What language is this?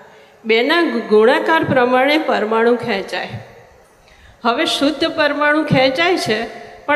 Gujarati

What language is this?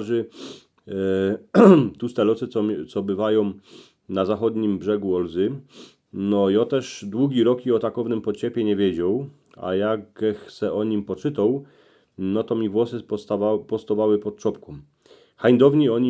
Silesian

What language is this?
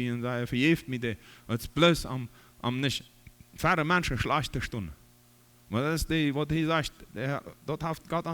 Plautdietsch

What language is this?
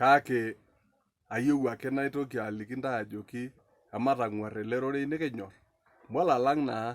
Masai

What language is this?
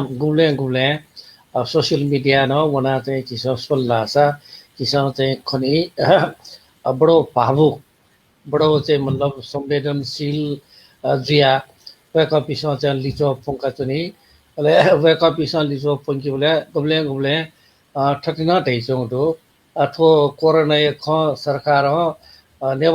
Newari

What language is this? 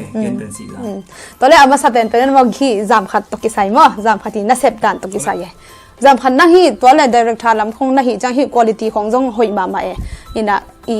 Tedim Chin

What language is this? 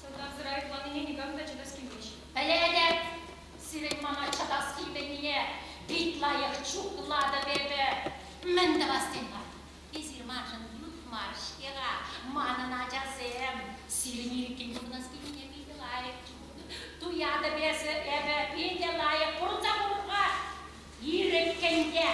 Chuvash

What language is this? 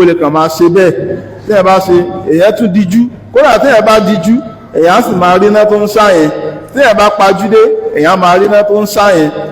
Yoruba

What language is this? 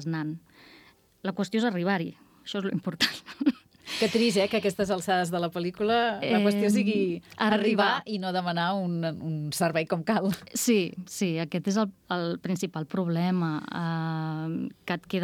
Catalan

